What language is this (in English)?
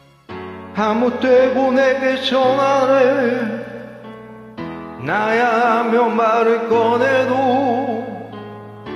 Korean